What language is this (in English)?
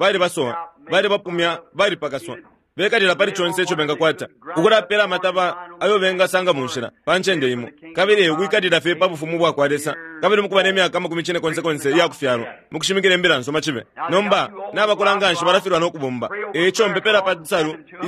Bemba